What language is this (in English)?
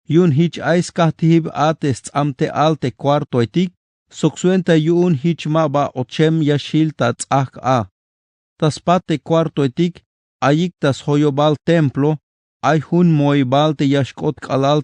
Tzeltal